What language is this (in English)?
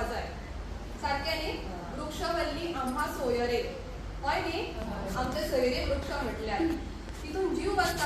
Konkani